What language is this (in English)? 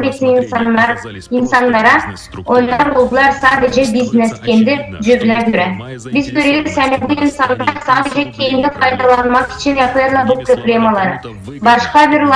Gagauz